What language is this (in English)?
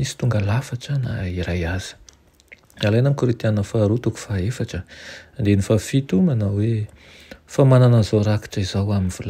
Malagasy